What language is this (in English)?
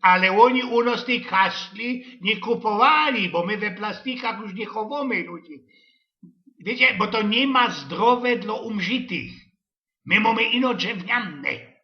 Silesian